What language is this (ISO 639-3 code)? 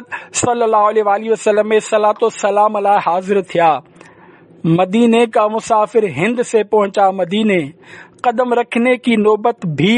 snd